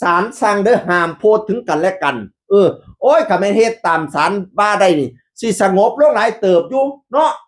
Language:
Northeastern Thai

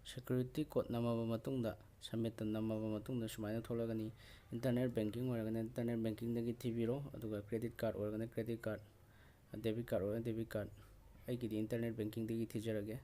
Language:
Manipuri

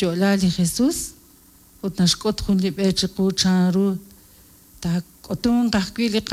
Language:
Kekchí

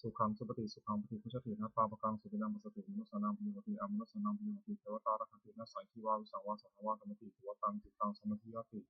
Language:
Pali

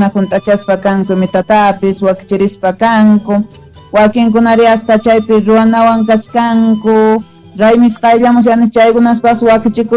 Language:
South Bolivian Quechua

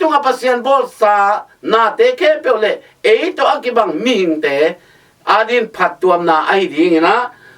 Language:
Tedim Chin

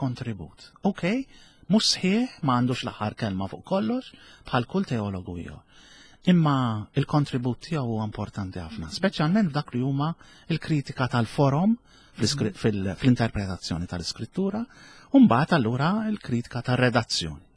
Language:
Maltese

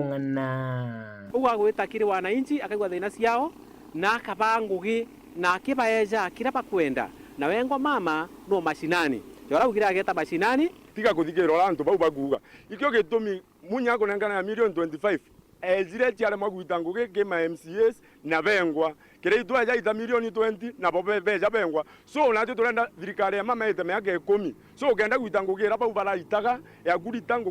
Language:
Meru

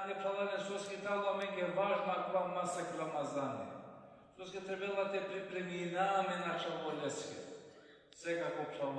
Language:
Balkan Romani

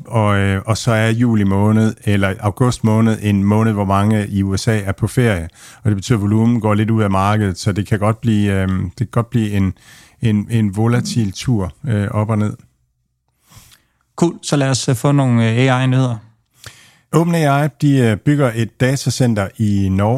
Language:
Danish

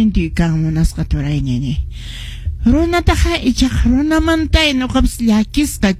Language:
Quechua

